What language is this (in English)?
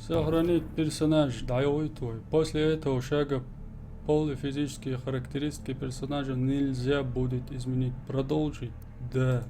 Chechen